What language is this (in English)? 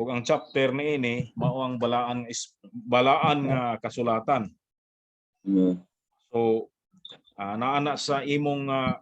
Cebuano